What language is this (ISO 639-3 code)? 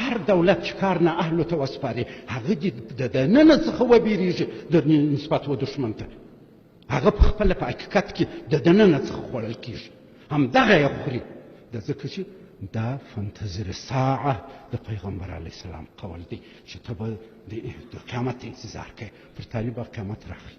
pus